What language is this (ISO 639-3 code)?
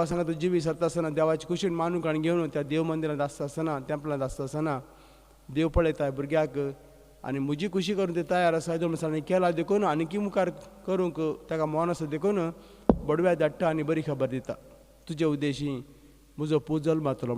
kok